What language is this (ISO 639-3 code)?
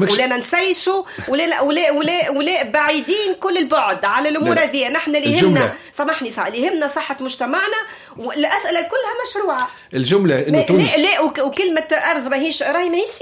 aeb